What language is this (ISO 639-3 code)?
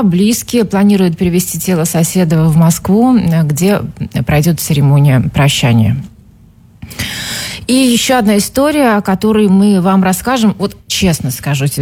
rus